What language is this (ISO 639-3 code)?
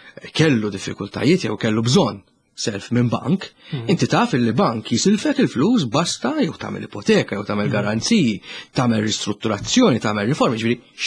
mlt